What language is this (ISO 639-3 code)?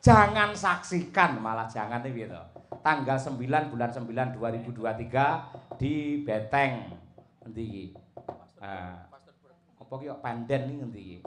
jav